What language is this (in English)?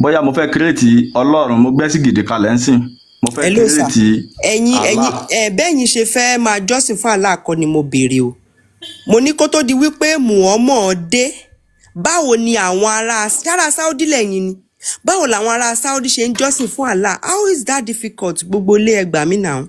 Yoruba